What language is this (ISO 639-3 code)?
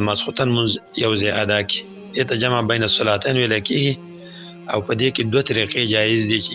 pus